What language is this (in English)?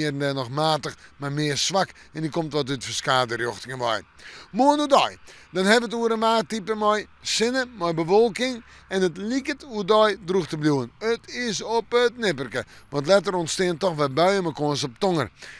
Western Frisian